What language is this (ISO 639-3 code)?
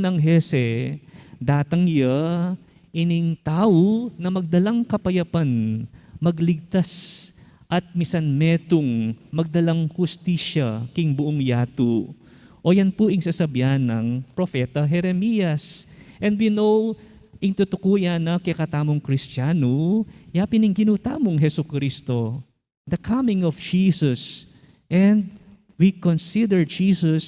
pam